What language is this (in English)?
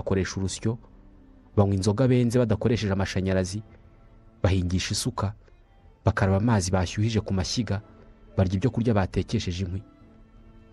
Kinyarwanda